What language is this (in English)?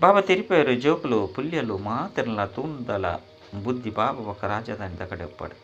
Tulu